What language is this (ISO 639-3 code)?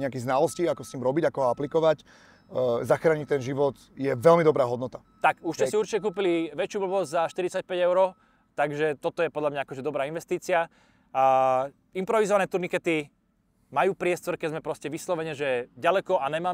slk